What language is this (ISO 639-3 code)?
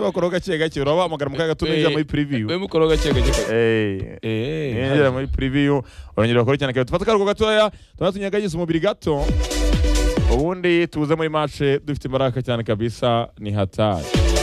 kin